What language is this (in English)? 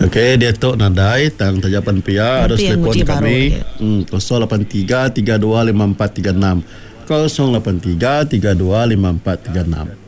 Iban